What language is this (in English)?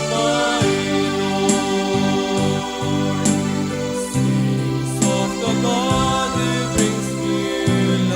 Pampanga